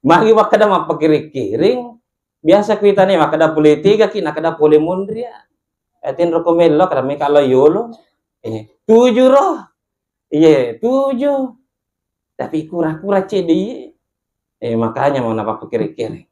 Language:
Buginese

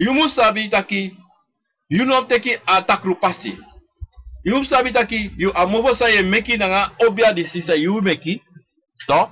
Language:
Sranan Tongo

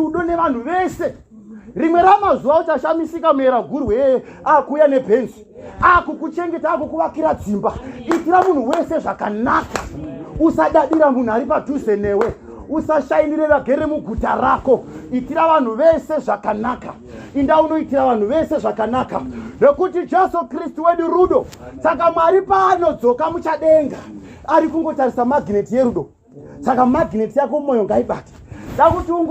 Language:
Shona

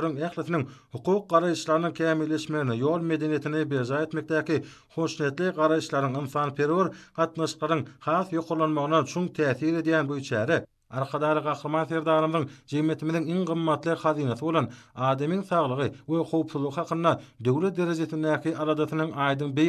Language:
Turkmen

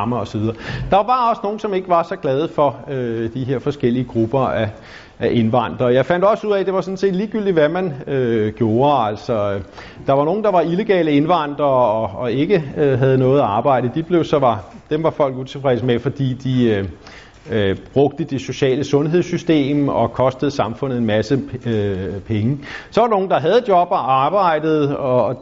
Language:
Danish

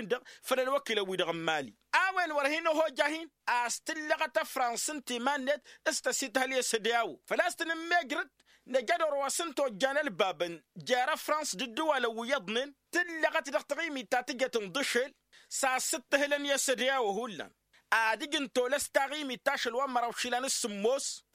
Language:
Tamasheq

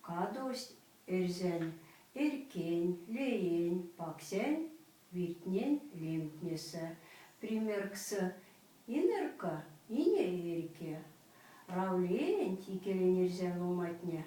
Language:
Erzya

